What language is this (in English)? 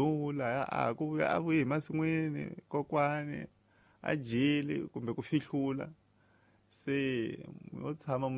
Tsonga